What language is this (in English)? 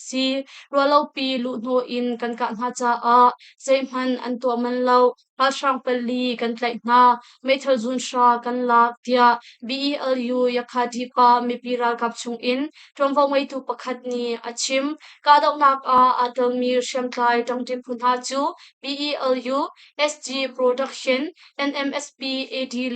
Hakha Chin